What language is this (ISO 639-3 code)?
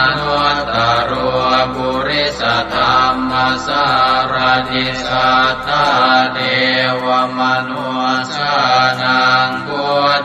pli